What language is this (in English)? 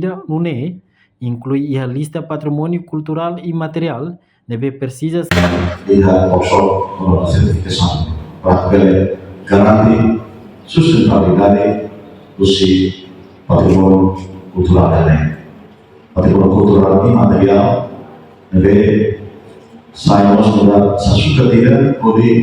Tetum